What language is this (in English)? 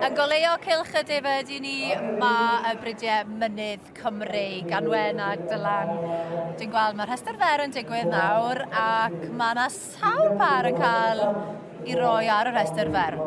Welsh